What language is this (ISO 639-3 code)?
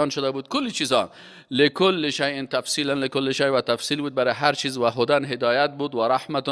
fas